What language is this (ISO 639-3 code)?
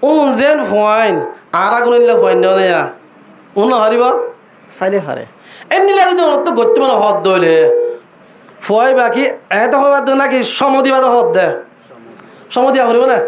rhg